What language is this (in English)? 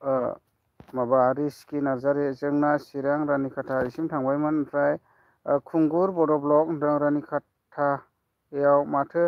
Bodo